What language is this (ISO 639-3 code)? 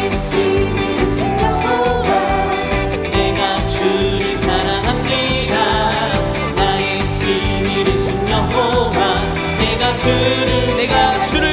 kor